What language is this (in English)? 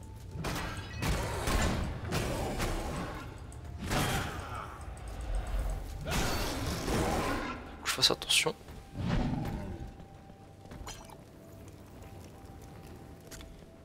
French